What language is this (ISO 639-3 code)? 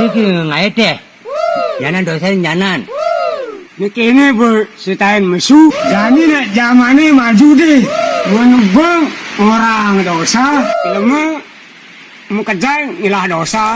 ban